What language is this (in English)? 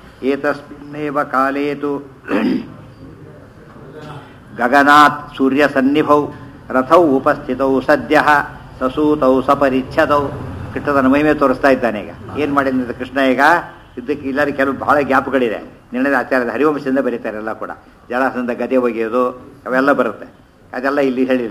Kannada